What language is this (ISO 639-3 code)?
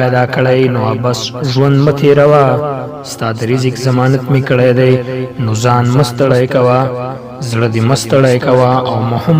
pus